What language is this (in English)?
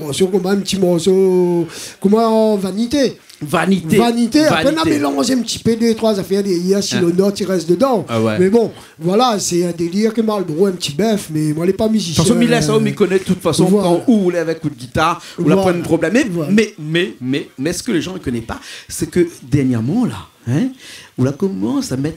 Réunion Creole French